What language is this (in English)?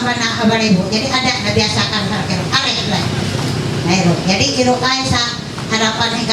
Ma'anyan